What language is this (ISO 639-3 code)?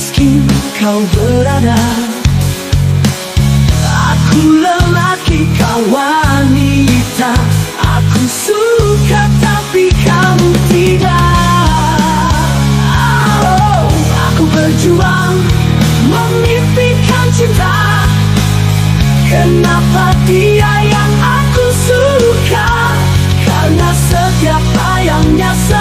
ind